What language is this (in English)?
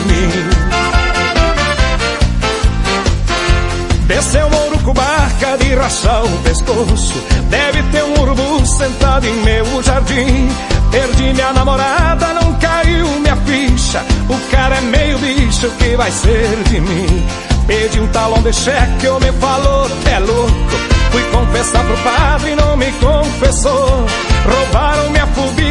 Portuguese